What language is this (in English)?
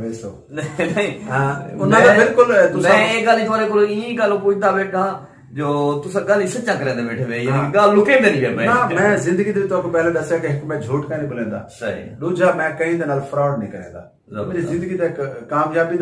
Saraiki